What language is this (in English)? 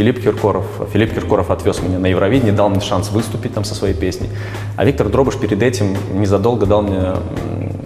Russian